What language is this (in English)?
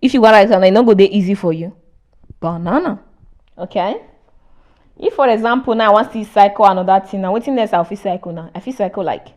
Nigerian Pidgin